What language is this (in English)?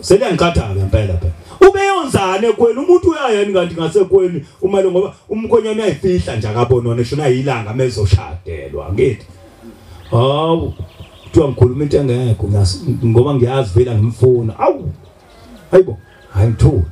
Zulu